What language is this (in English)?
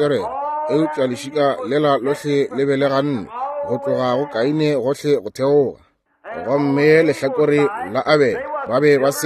Northern Sotho